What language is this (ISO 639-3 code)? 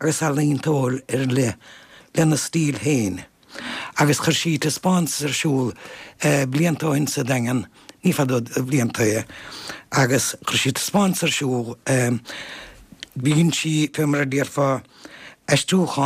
gle